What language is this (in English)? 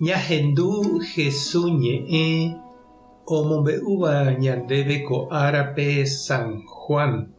Guarani